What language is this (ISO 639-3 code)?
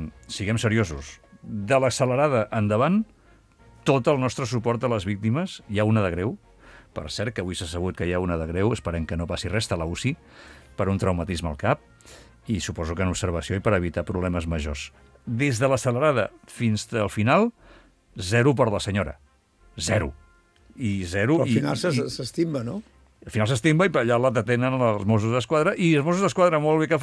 cat